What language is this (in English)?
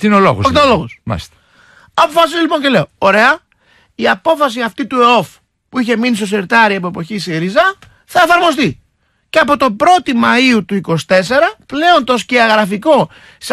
Greek